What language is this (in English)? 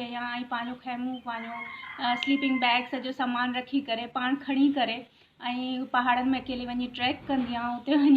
Sindhi